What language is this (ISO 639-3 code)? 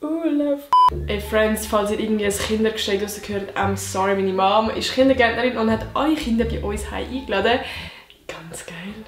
gsw